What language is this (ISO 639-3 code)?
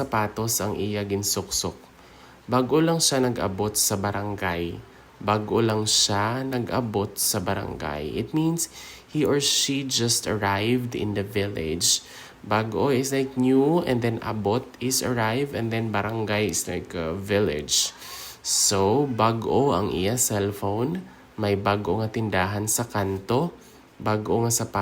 hil